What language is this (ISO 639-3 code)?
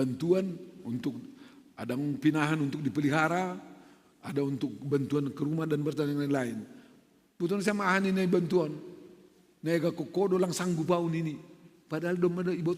bts